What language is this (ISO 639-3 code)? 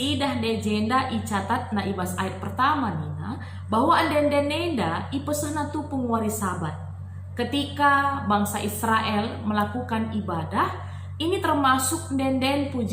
btx